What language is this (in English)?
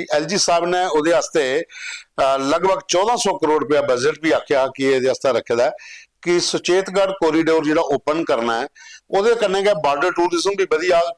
Dogri